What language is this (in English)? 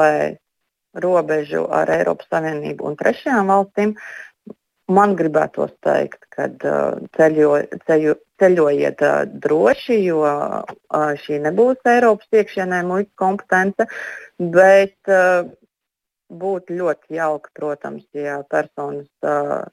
Latvian